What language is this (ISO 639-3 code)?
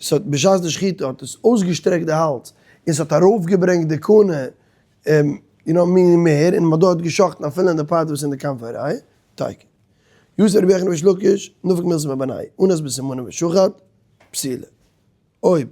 yid